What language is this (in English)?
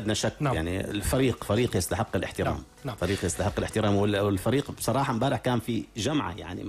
North Levantine Arabic